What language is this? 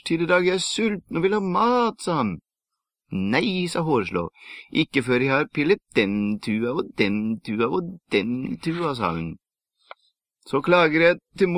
Norwegian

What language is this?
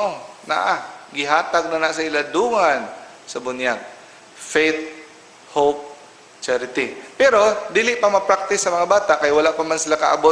Cebuano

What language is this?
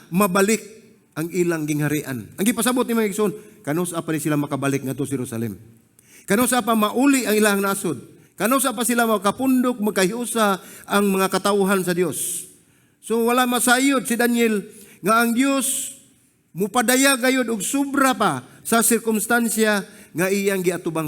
Cebuano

